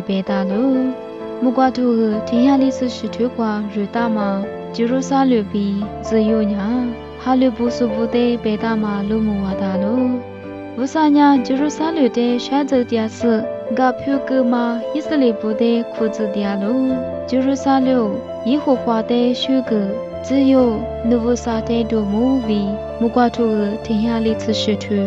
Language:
Lisu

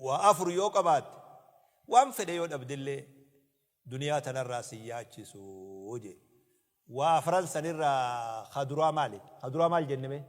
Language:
Oromo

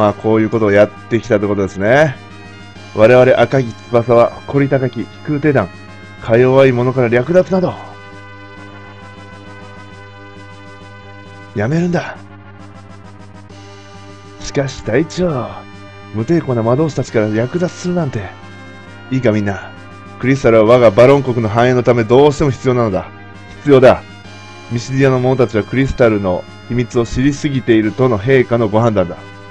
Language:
Japanese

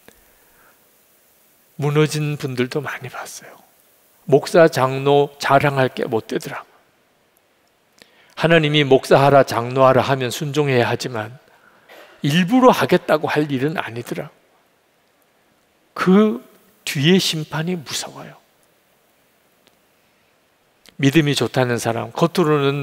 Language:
Korean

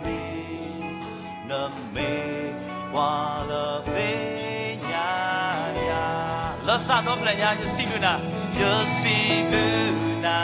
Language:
S'gaw Karen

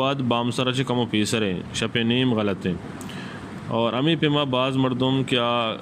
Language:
Eastern Balochi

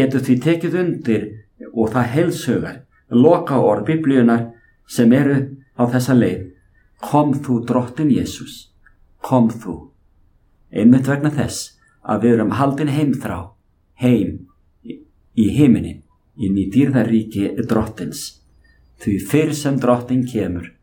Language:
Icelandic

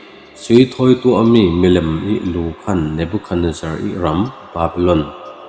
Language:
Falam Chin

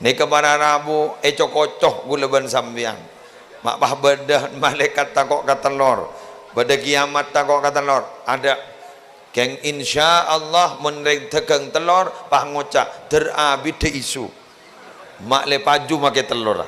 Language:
Madurese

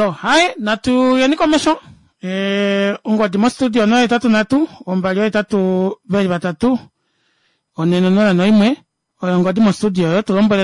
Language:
Kuanyama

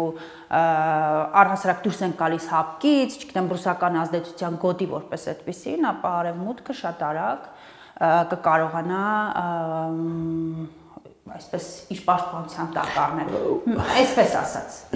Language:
Armenian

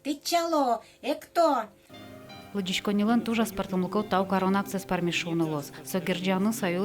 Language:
Udmurt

